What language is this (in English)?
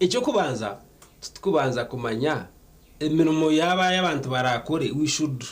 Nyankole